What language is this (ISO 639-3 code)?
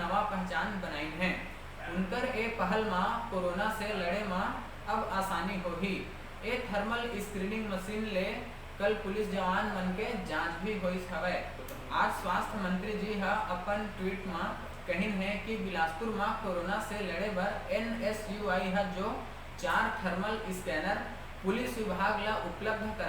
hne